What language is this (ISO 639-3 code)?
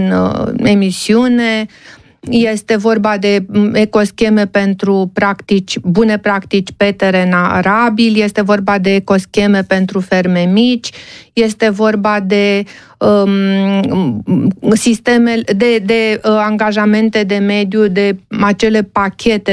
ron